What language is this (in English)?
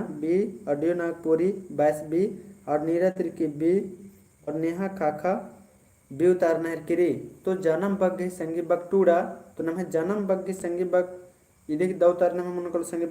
Kurukh